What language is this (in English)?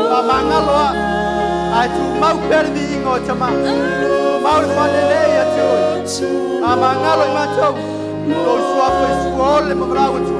Samoan